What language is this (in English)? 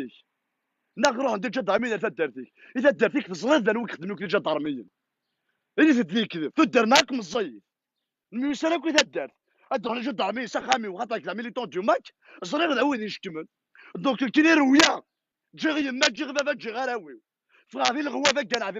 Kabyle